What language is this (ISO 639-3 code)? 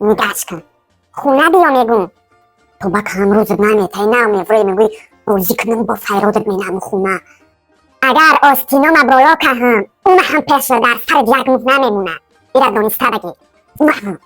tgk